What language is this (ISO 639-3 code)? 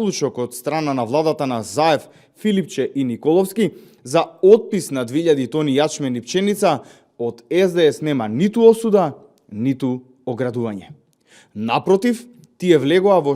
mkd